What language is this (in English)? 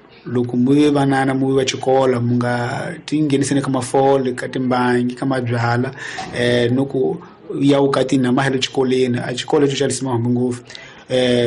Tsonga